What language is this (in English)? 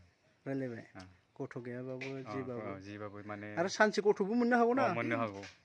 Bodo